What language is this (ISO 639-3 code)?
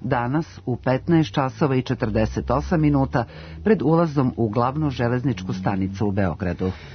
srp